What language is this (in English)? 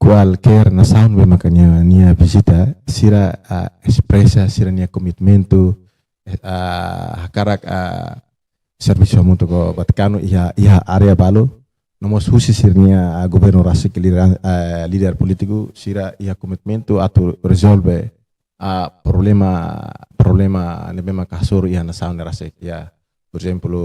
Tetum